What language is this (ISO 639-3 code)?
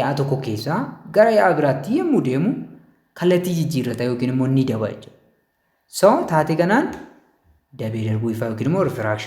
orm